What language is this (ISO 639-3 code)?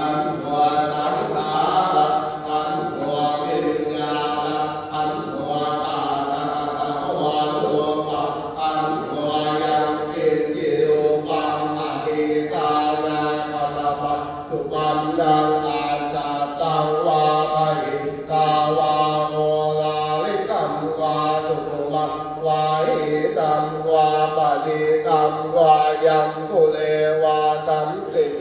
pli